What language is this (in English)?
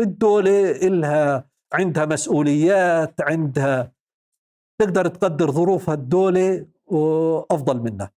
North Levantine Arabic